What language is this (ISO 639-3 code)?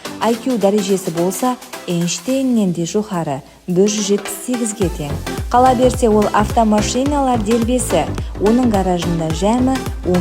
kaa